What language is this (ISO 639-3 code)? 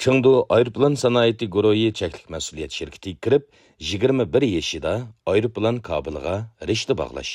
uig